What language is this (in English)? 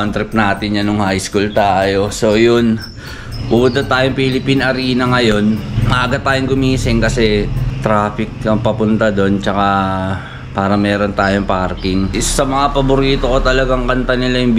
Filipino